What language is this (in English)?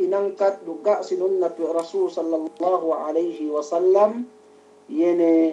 Yakan